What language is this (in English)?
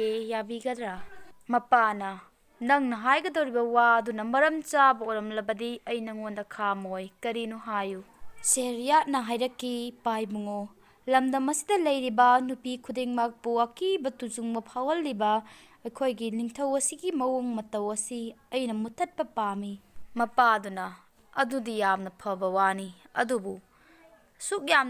Manipuri